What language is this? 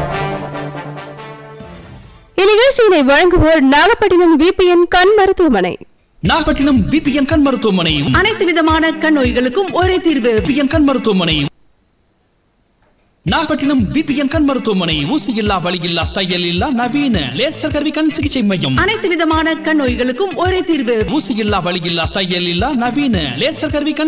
Tamil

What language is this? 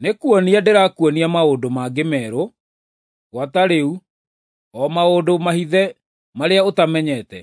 Kikuyu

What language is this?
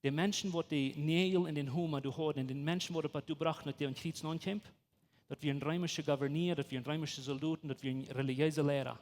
Plautdietsch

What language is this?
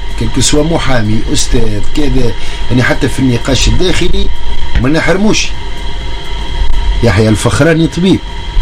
Tunisian Arabic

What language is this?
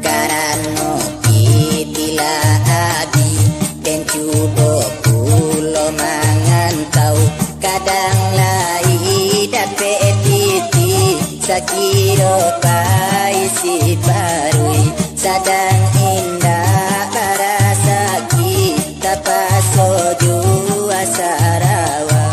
Minangkabau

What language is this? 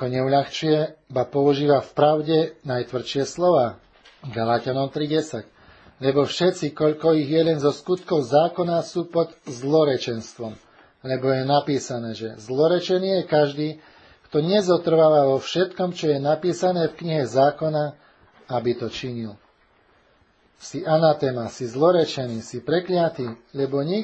Slovak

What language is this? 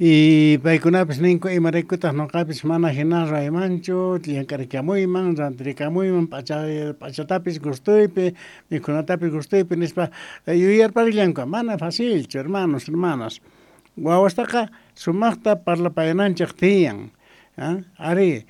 Quechua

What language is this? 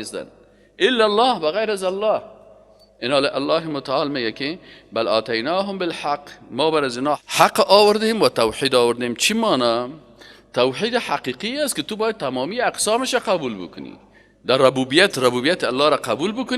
Persian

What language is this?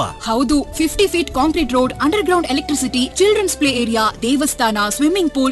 Kannada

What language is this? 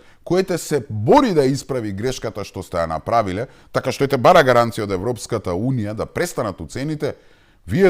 Macedonian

